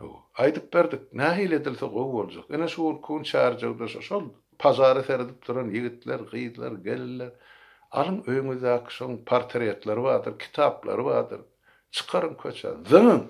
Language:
Turkmen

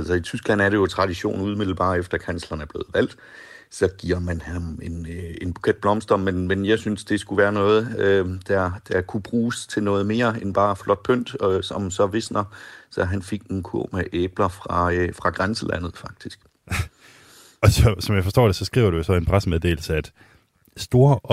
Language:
Danish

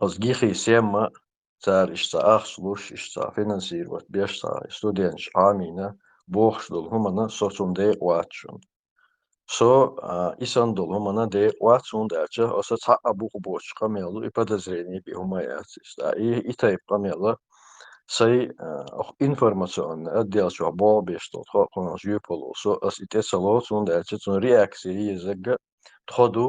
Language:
Chechen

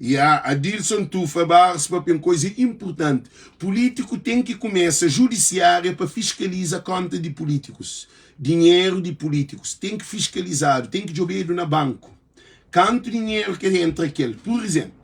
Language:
Kabuverdianu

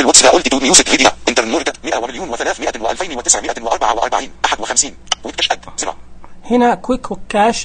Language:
Najdi Arabic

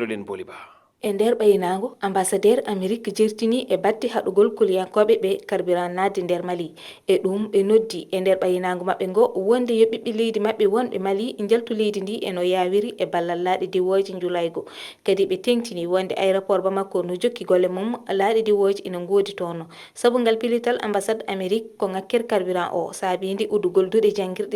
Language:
Fula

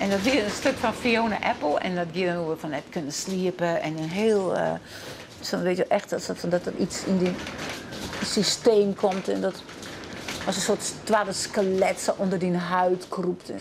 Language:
Western Frisian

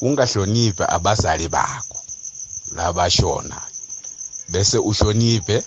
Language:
South Ndebele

